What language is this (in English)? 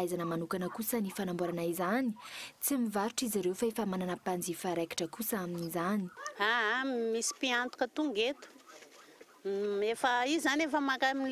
Malagasy